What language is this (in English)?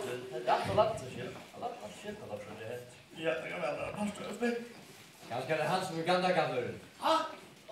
Faroese